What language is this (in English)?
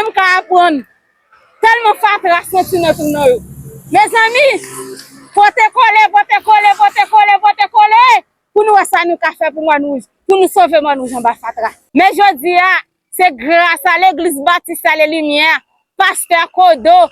Haitian Creole